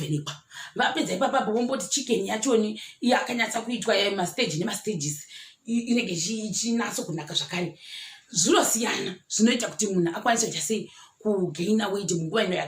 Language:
Shona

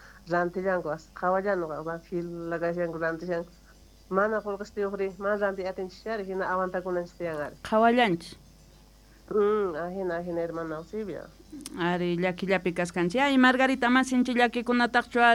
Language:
Quechua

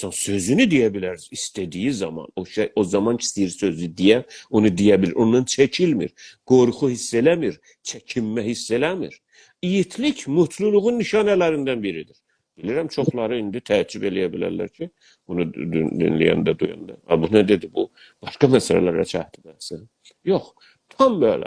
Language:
South Azerbaijani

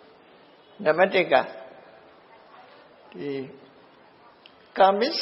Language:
Burmese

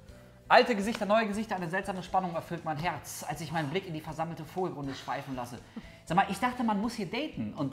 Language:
German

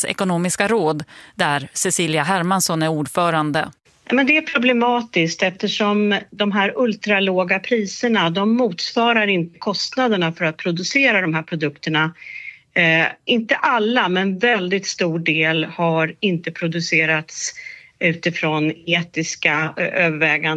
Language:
Swedish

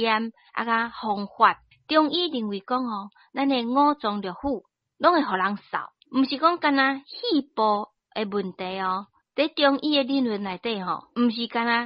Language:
Min Nan Chinese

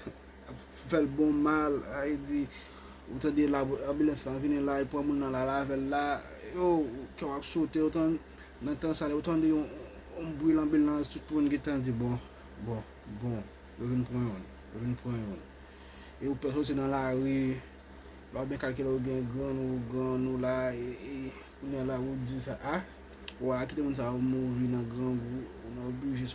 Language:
Haitian Creole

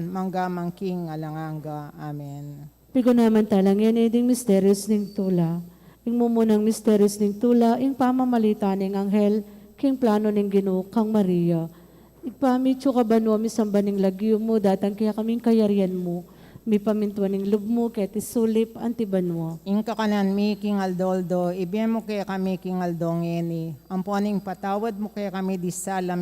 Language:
Pampanga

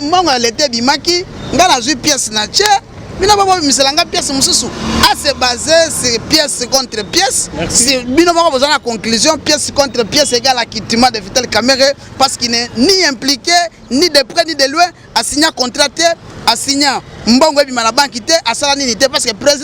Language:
Lingala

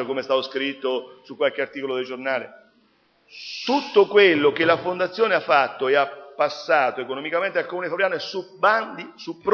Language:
Italian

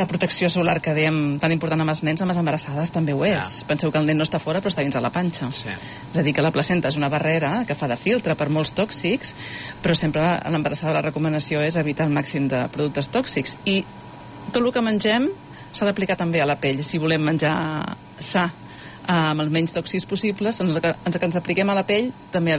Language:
Catalan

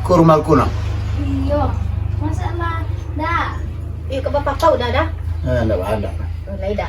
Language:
Minangkabau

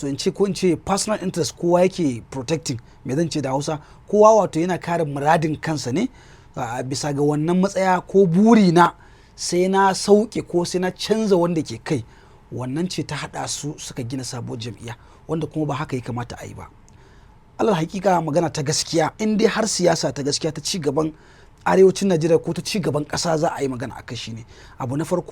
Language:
Hausa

